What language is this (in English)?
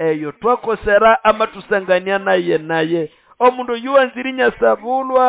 Nande